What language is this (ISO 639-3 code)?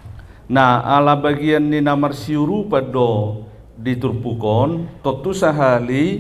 bbc